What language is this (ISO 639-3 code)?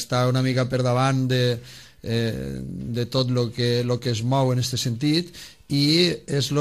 cat